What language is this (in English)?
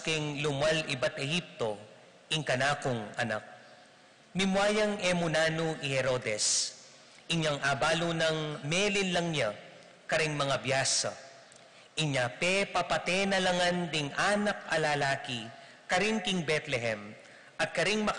Pampanga